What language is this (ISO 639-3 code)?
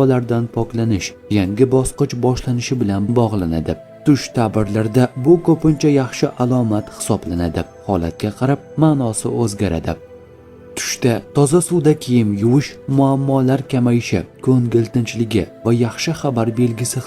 uzb